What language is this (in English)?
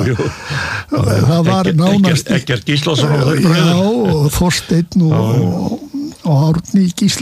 Icelandic